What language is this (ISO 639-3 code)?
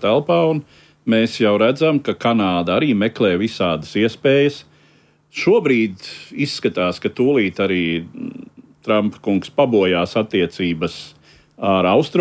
lav